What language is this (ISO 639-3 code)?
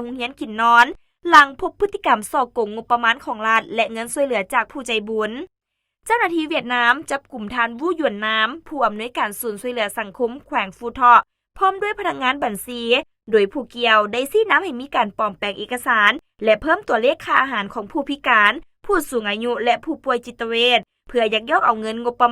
lao